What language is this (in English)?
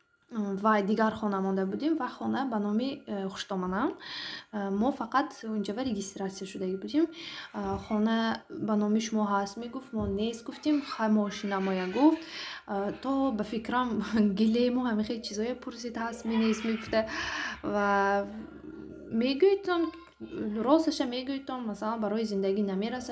Tajik